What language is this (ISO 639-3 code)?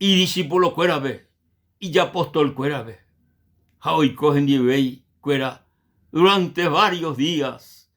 grn